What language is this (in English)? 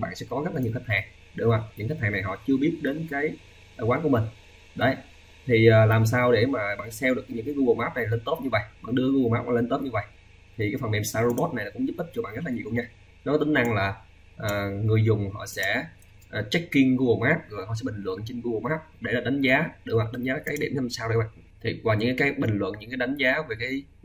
Vietnamese